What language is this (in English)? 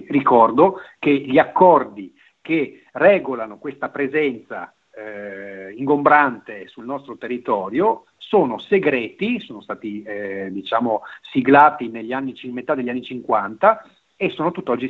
Italian